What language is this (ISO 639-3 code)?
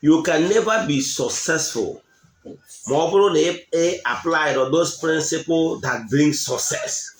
ibo